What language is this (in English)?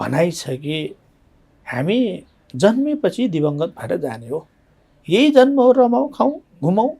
Nepali